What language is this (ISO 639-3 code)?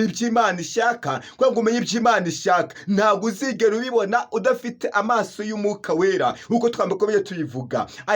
kin